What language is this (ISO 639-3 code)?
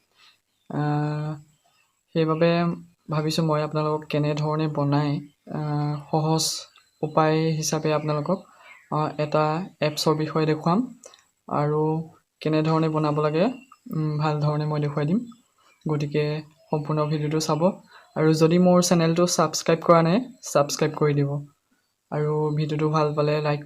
asm